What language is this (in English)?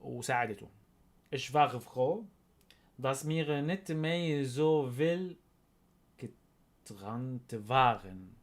North Levantine Arabic